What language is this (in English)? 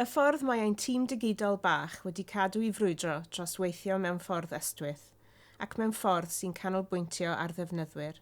Welsh